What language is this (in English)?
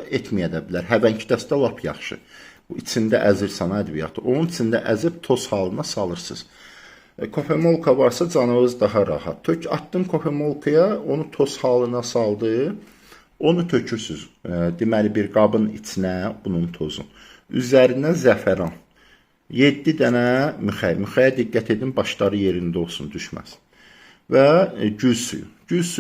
Azerbaijani